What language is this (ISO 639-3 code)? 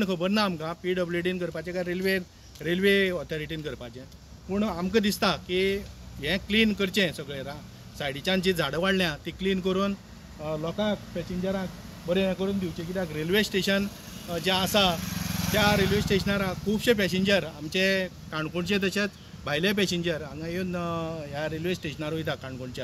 kok